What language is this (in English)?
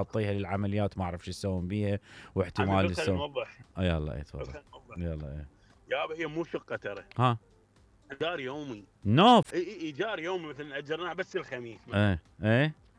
Mesopotamian Arabic